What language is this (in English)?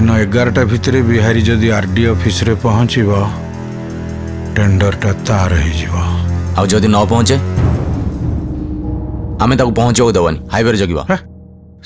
Odia